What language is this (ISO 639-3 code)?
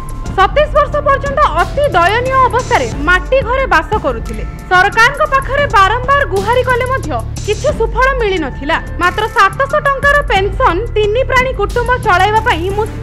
ori